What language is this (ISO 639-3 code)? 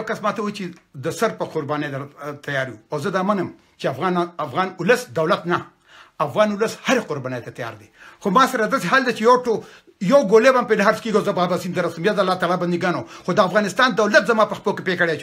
pus